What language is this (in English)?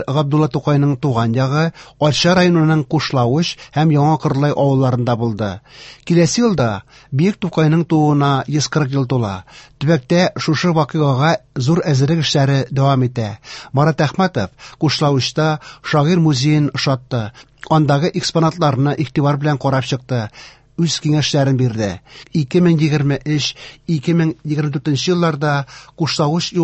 Tatar